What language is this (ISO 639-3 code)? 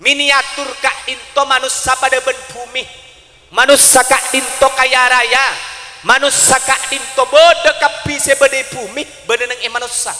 mad